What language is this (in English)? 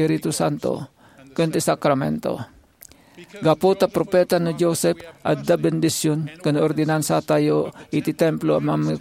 Iloko